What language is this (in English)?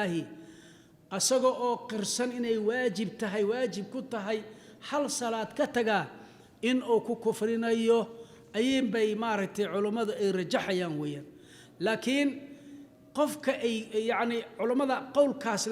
Somali